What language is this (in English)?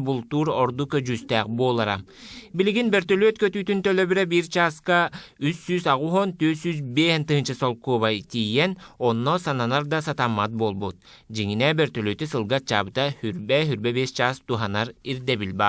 Yakut